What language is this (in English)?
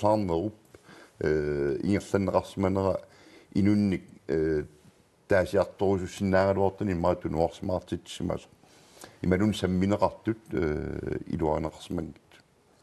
Kalaallisut